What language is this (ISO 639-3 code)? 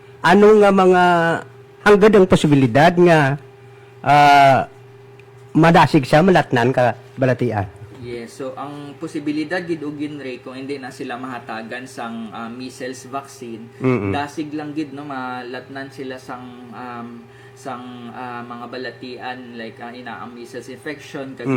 hil